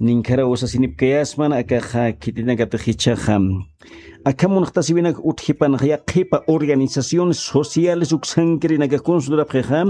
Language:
Aymara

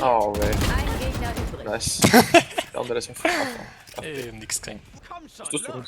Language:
Bavarian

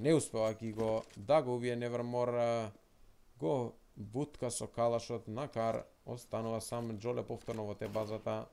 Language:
Macedonian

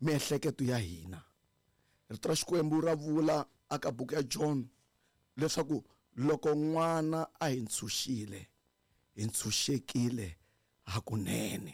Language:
Tsonga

